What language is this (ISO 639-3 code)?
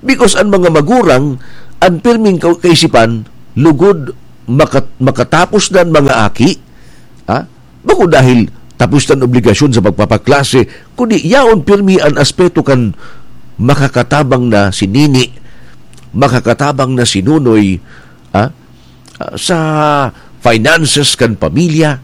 bik